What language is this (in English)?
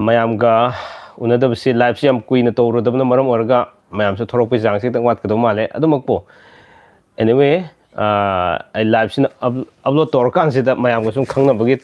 Manipuri